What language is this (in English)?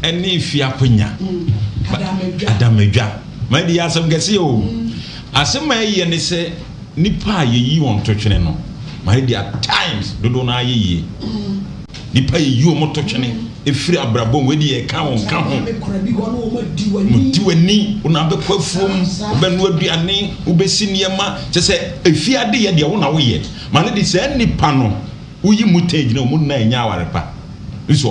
Akan